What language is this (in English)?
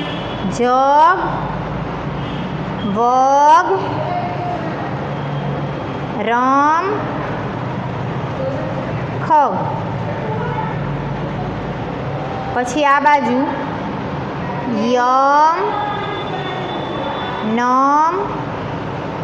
Gujarati